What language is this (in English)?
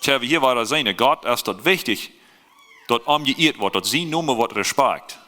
Plautdietsch